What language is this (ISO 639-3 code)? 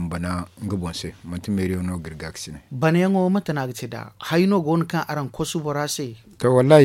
dje